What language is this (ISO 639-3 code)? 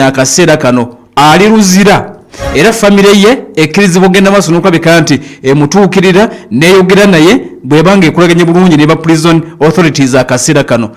lug